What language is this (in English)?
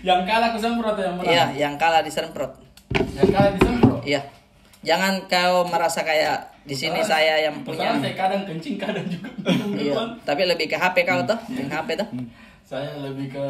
Makassar Malay